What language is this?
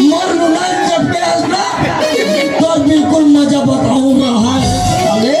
Chhattisgarhi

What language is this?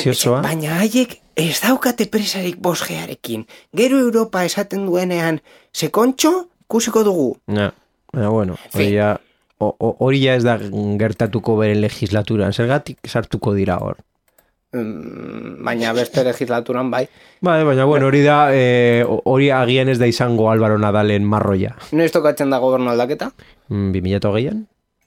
Basque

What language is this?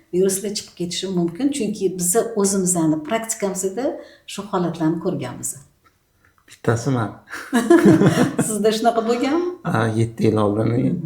Uzbek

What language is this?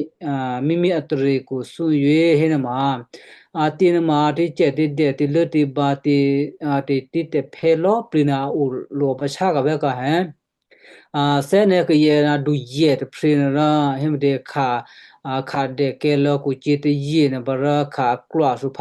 Western Kayah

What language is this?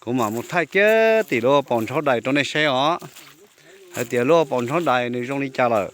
Hmong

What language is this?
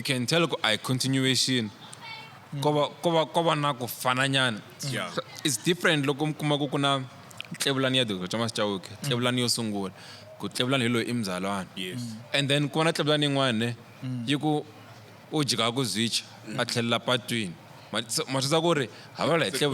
Tsonga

